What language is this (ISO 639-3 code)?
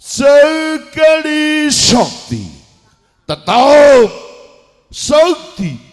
jav